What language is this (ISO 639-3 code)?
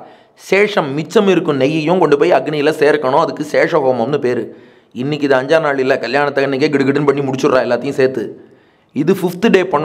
tam